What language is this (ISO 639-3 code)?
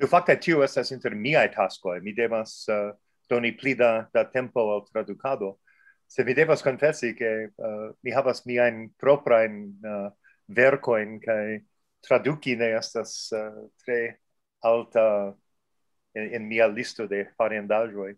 epo